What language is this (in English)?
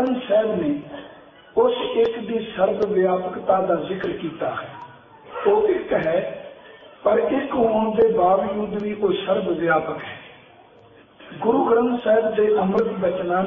Punjabi